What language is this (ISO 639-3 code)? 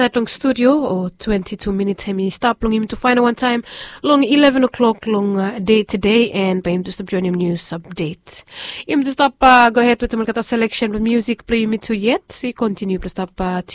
bis